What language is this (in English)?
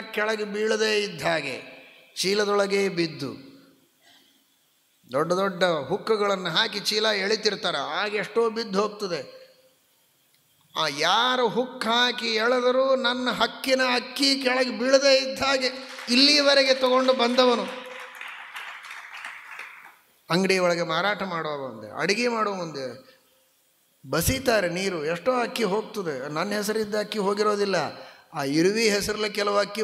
Kannada